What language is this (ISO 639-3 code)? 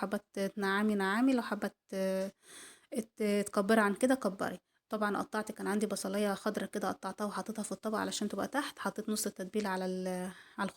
arz